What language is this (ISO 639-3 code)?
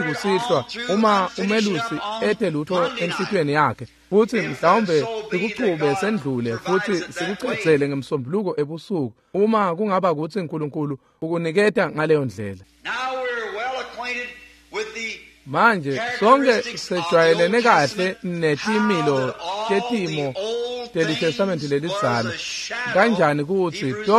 ssw